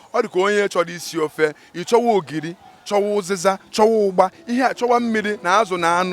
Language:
Igbo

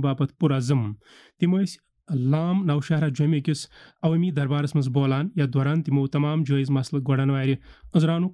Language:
Kashmiri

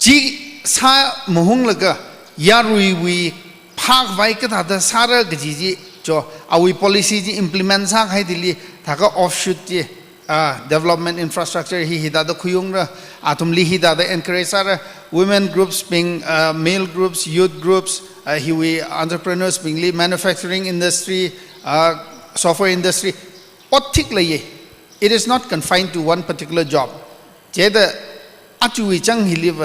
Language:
Tangkhul Naga (India)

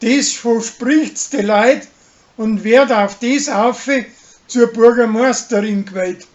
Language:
Bavarian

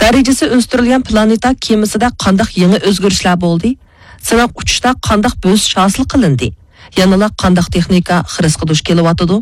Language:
Uyghur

